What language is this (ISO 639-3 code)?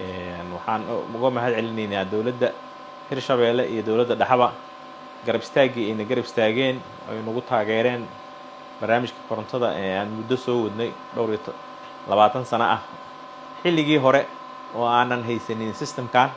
som